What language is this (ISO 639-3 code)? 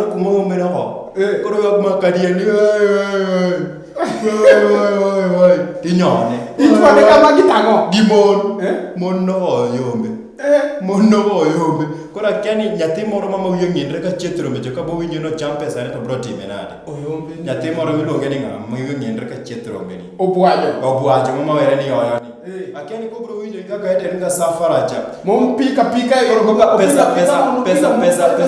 luo